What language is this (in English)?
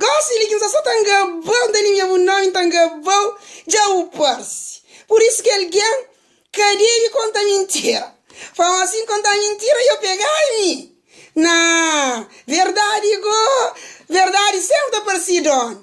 Kabuverdianu